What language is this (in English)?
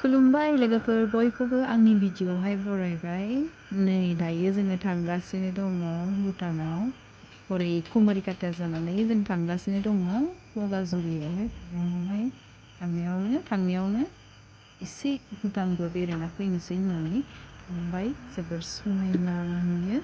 Bodo